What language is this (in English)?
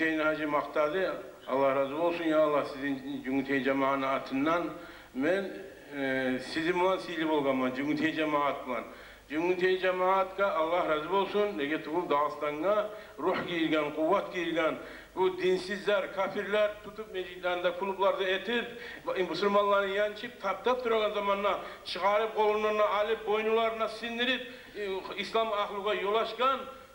Kumyk